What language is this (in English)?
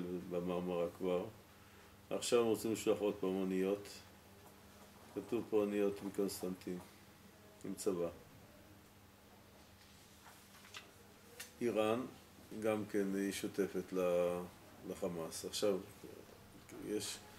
Hebrew